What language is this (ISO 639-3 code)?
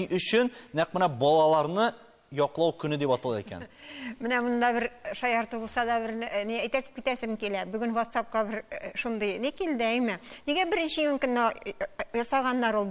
tat